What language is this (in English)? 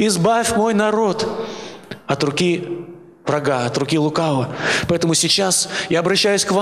Russian